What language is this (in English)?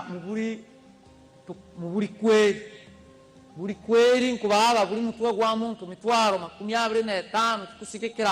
Nyankole